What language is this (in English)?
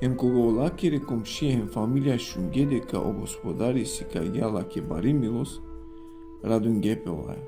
Balkan Romani